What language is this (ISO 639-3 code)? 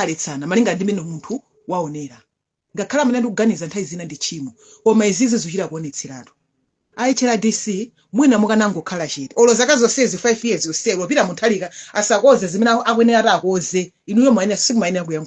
nya